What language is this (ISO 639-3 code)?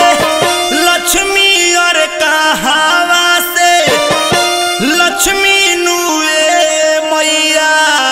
bho